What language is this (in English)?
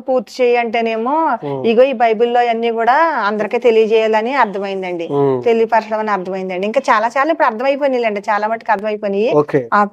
Telugu